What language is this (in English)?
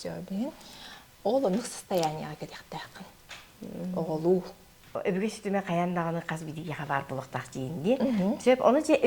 Yakut